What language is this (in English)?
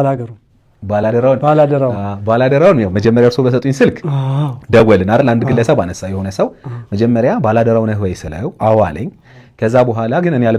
Amharic